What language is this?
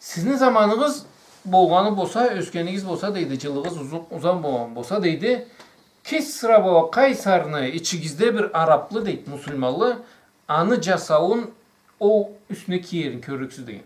Karachay-Balkar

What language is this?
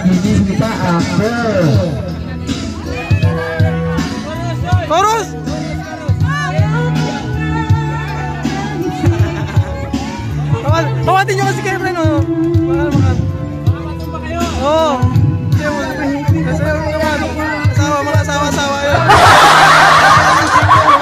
Filipino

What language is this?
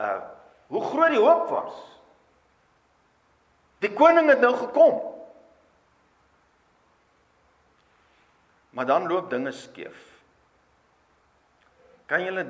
Afrikaans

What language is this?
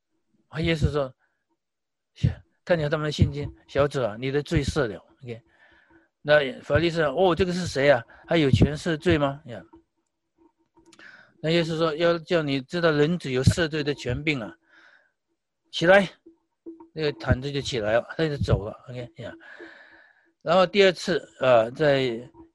Chinese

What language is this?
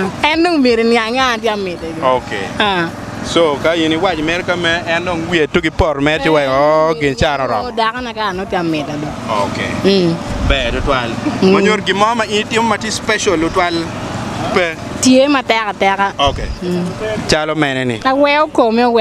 Acoli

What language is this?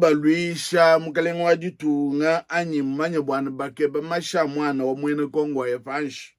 Luba-Lulua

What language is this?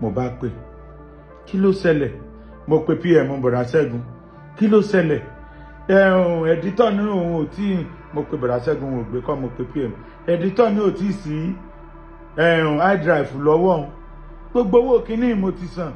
Yoruba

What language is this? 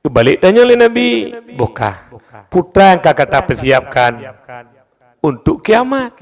Achinese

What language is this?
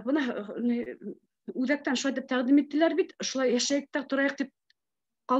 Bashkir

